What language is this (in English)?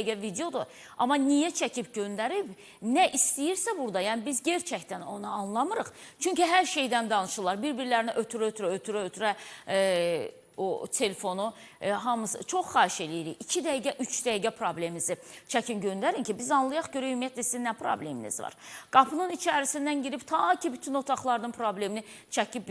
Azerbaijani